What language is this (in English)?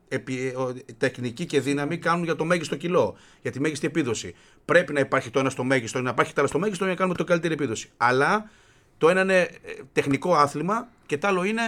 Greek